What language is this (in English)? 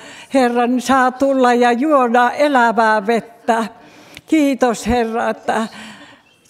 Finnish